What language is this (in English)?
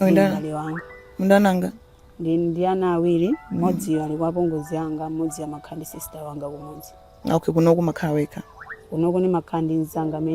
Nyanja